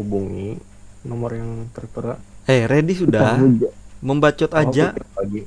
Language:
Banjar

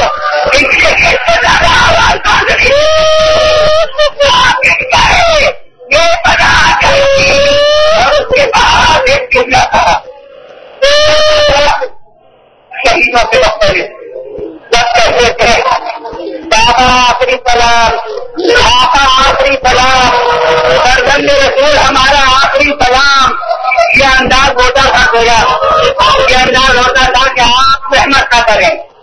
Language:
Urdu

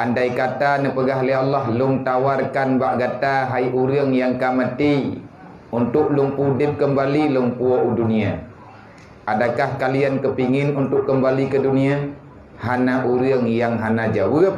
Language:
Achinese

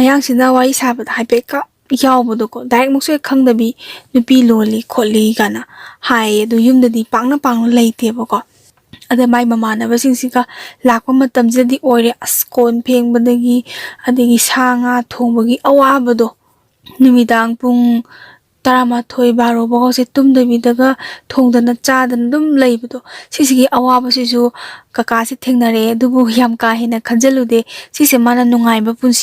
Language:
Manipuri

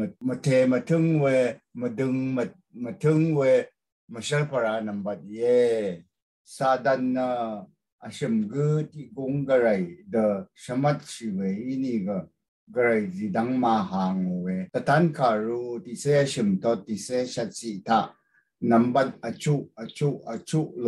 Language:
Rawang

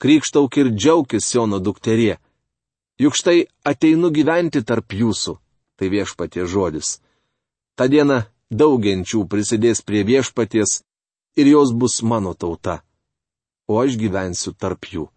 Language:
Lithuanian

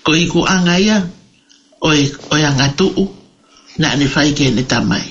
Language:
Tongan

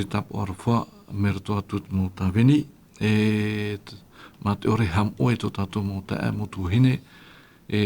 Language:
Tahitian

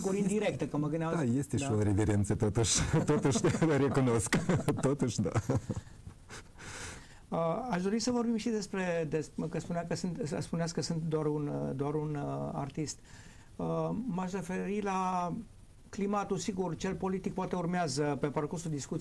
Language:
Romanian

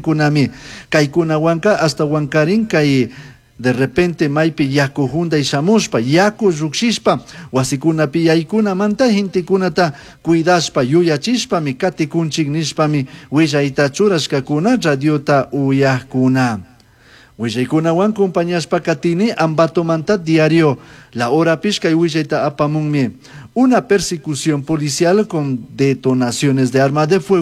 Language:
Chimborazo Highland Quichua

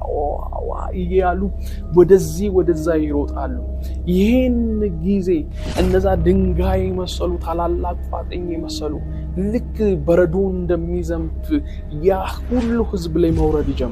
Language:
Amharic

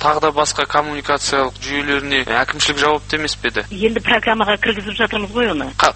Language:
Kazakh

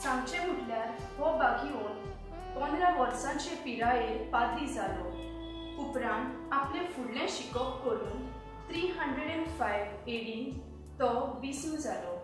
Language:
Konkani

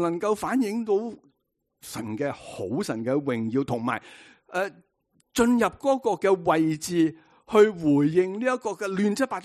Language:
Cantonese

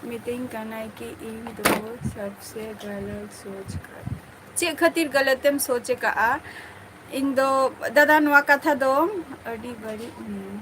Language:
Santali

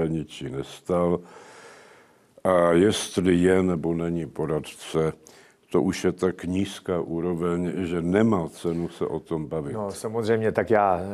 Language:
Czech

